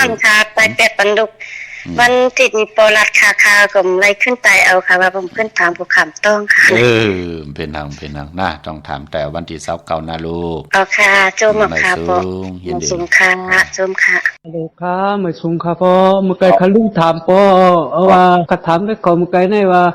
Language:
Shan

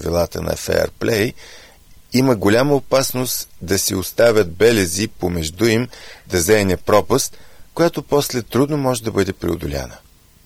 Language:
Bulgarian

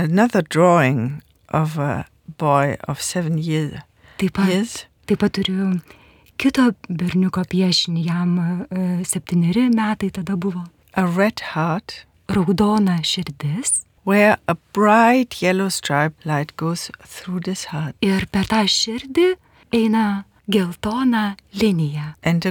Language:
Lithuanian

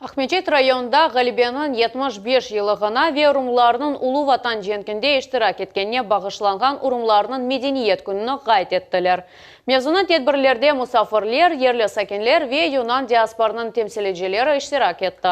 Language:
Crimean Tatar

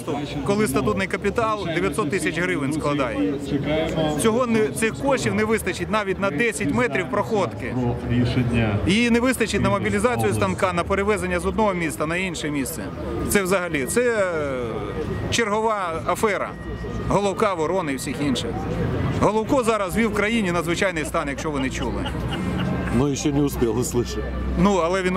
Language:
Ukrainian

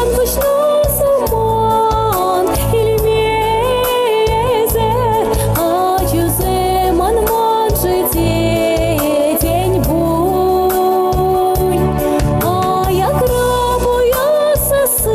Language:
Chuvash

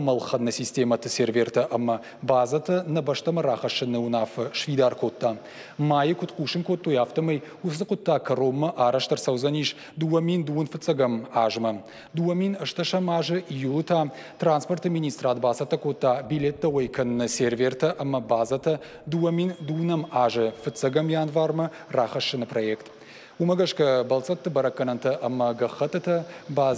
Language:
Ossetic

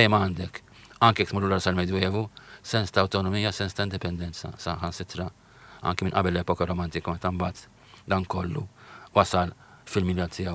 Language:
Maltese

